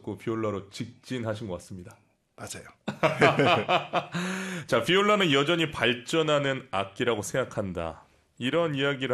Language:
Korean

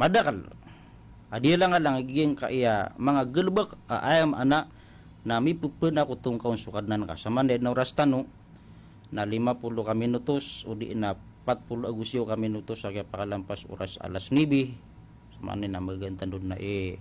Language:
Maranao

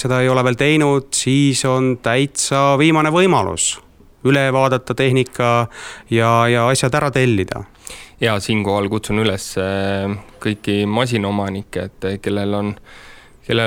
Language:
Estonian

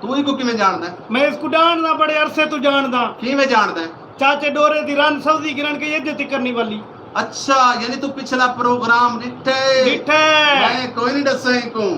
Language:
Saraiki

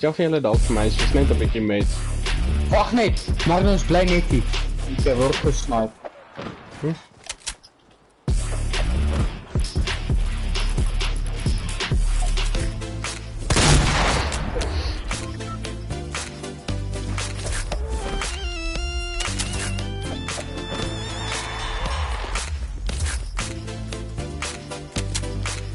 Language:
Afrikaans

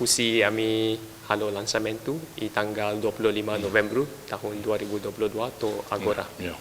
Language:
Tetum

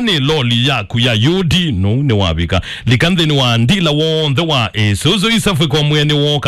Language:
Kamba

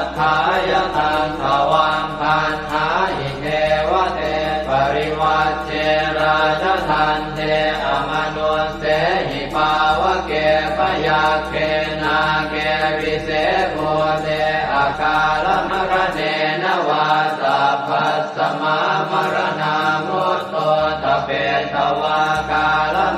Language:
Pali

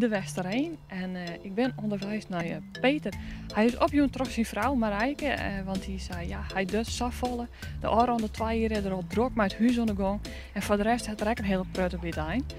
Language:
Western Frisian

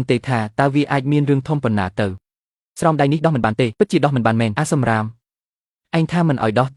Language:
Khmer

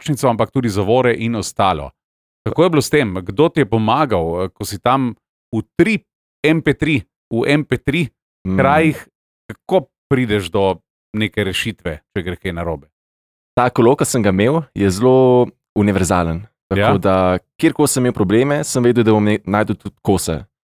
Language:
Slovenian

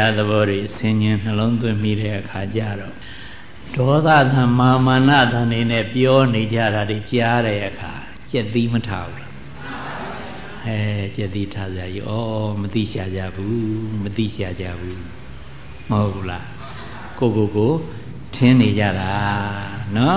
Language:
Burmese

